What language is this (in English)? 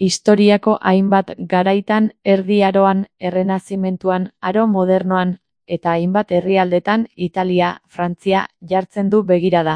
Basque